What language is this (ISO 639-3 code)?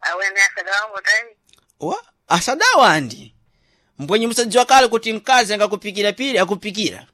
seh